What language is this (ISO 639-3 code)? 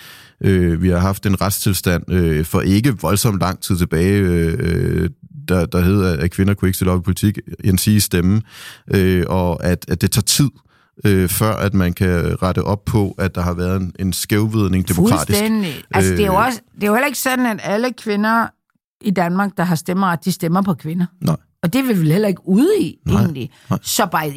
dan